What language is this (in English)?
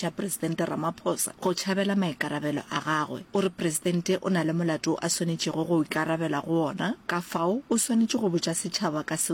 Northern Sotho